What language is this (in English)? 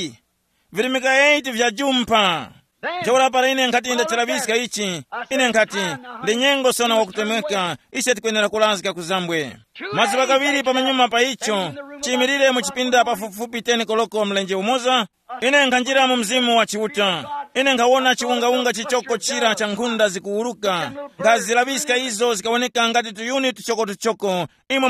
Tumbuka